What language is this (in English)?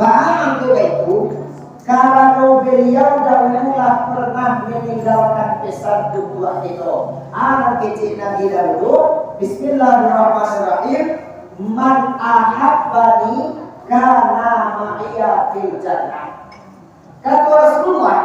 Minangkabau